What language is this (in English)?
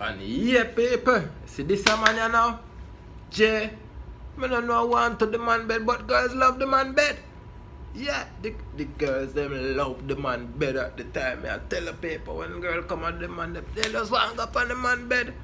Jamaican Creole English